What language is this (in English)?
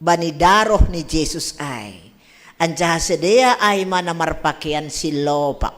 Batak Simalungun